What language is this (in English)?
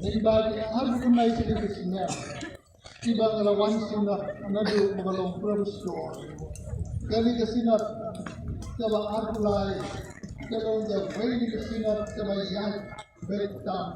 Khasi